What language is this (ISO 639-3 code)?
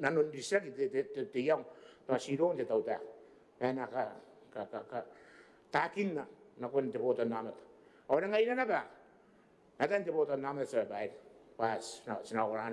gil